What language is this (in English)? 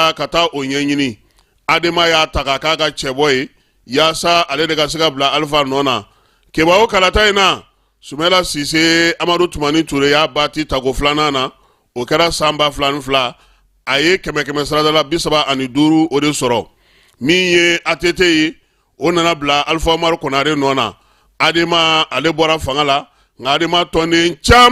Bambara